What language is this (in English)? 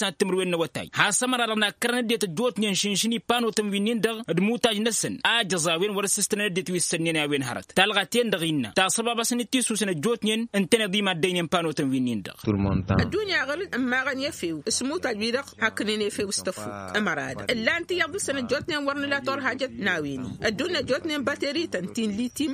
Tamasheq